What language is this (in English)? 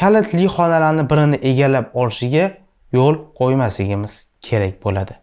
Uzbek